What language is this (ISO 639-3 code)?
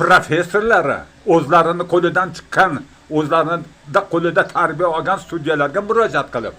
uzb